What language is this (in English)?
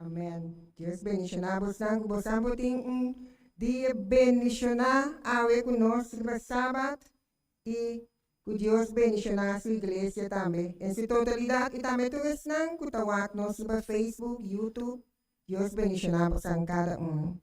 Papiamento